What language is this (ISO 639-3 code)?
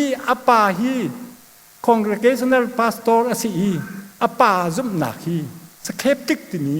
cnh